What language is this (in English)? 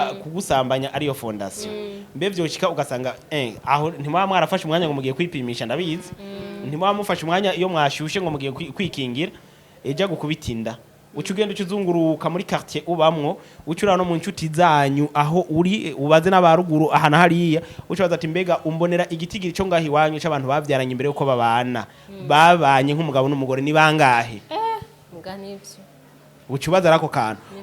Rundi